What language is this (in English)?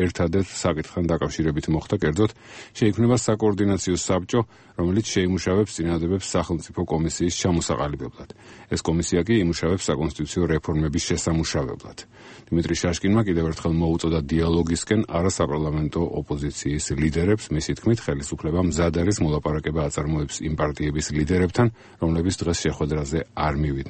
Georgian